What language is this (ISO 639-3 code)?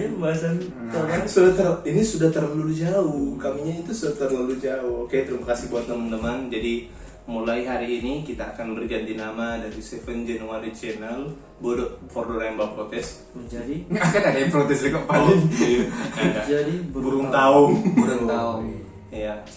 xmm